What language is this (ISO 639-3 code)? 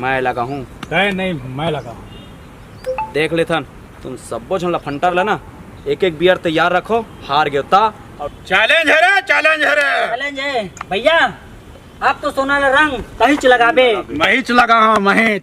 hne